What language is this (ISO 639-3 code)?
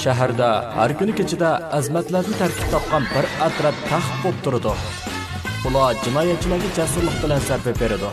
uig